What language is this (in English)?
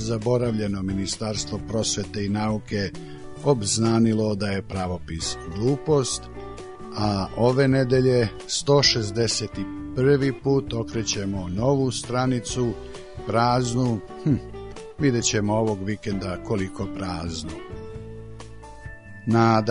Serbian